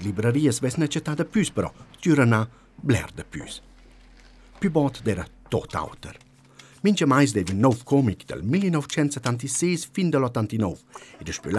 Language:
Romansh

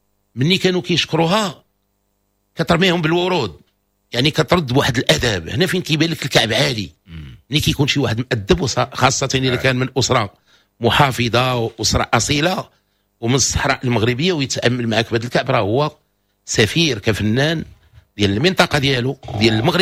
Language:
Moroccan Arabic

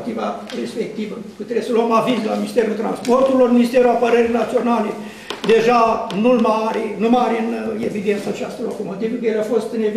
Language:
Romanian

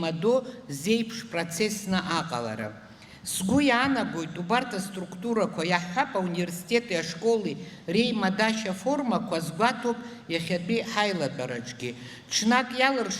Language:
Abkhazian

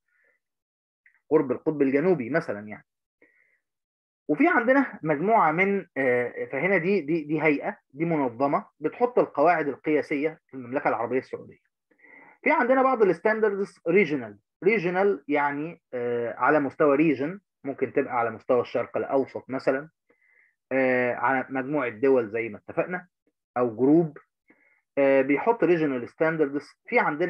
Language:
Egyptian Arabic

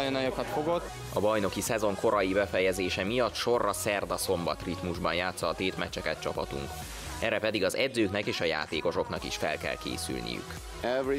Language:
Hungarian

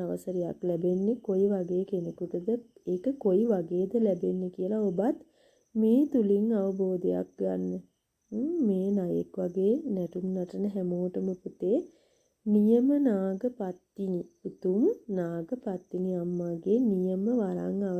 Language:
Sinhala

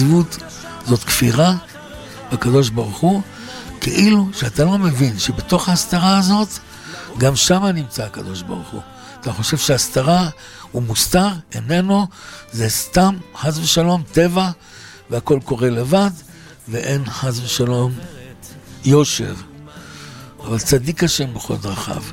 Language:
Hebrew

